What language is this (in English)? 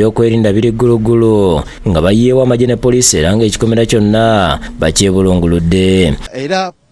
Ganda